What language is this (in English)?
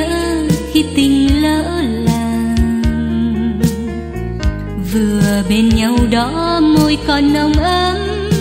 Vietnamese